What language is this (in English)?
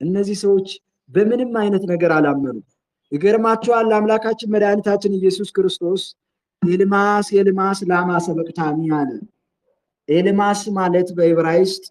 Amharic